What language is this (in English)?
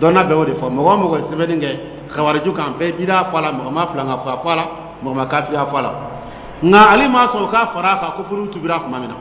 Dyula